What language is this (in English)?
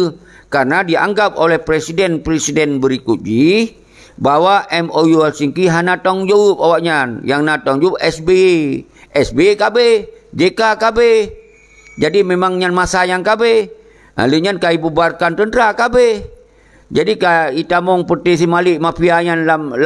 Achinese